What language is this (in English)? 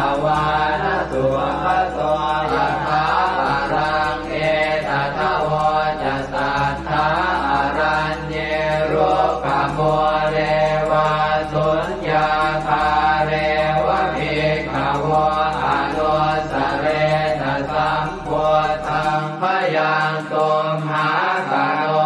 Pali